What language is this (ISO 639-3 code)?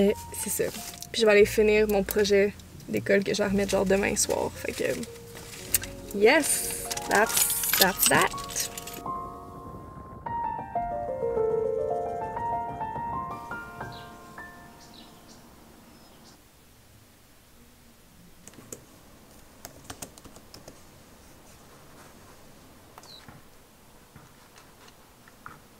fra